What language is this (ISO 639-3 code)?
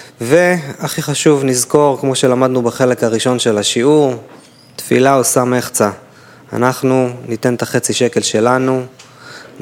heb